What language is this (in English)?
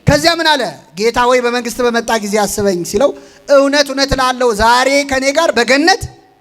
Amharic